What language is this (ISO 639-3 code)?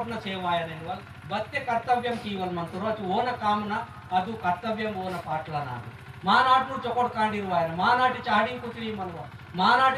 esg